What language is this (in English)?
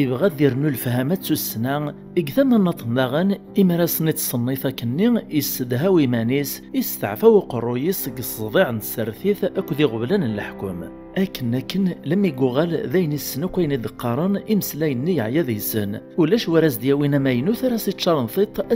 Kabyle